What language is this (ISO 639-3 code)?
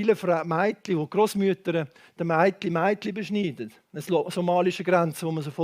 gsw